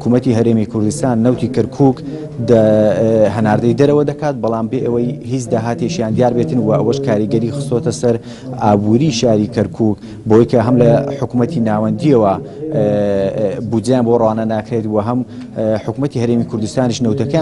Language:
Central Kurdish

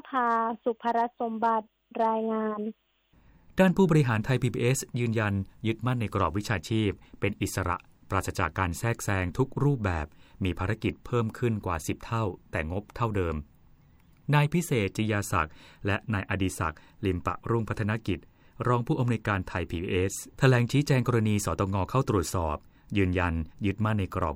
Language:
Thai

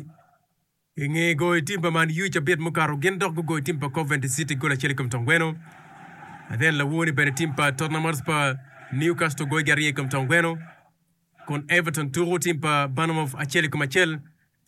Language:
Acoli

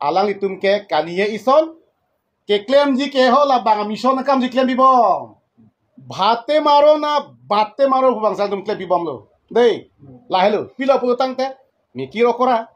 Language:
Karbi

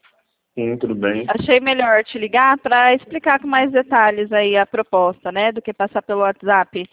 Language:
Portuguese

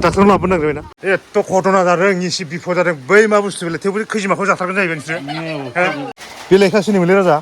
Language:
Bodo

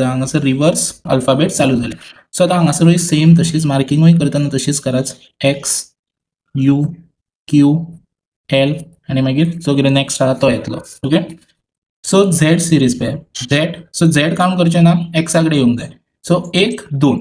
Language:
Konkani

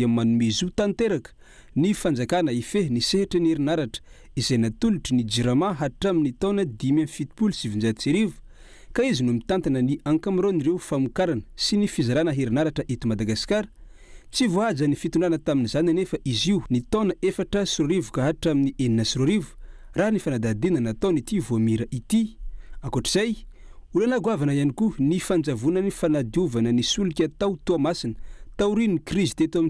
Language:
Malagasy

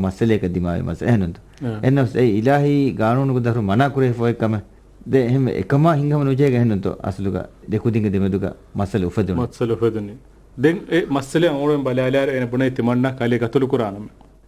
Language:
Divehi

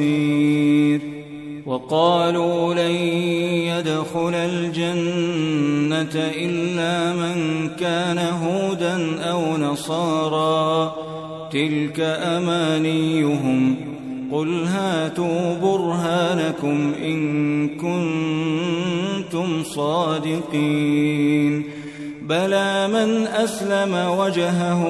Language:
Arabic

